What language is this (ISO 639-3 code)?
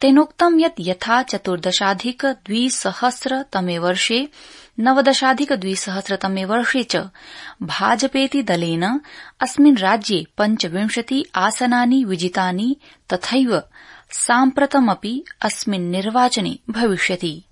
san